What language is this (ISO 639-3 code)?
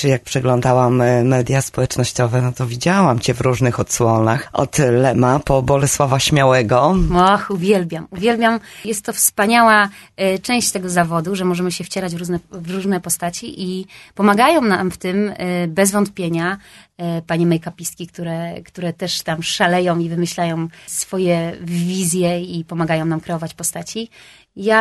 pol